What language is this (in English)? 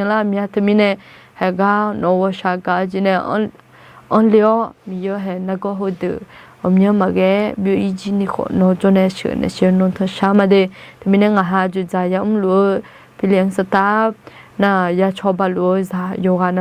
Akha